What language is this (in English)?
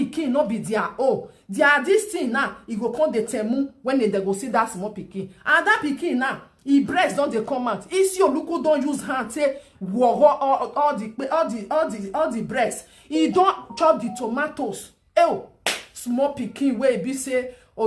Nigerian Pidgin